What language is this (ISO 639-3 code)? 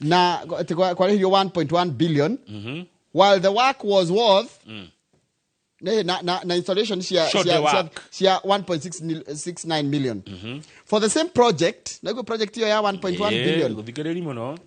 kik